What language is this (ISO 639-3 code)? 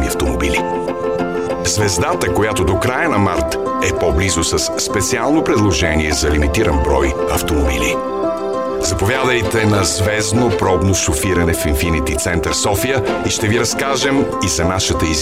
bul